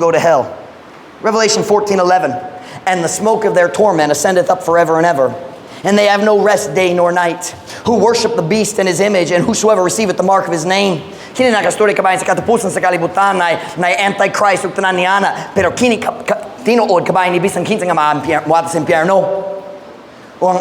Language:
Cebuano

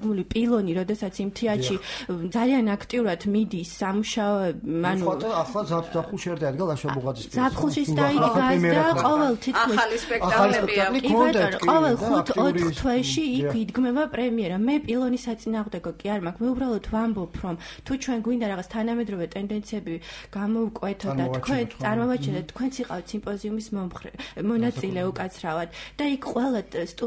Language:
Georgian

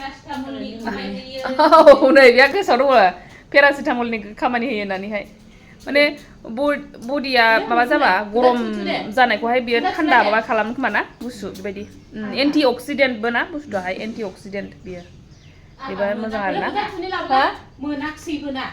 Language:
Bodo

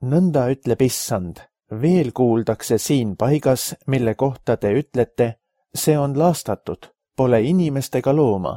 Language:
Estonian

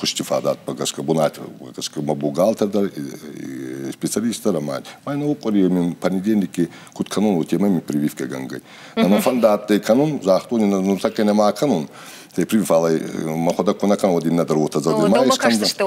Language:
Ossetic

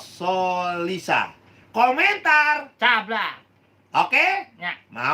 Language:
Betawi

